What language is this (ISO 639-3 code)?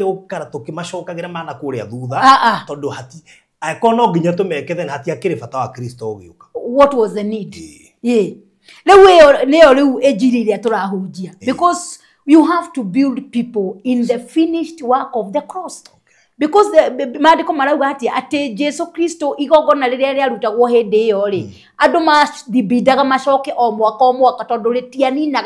kik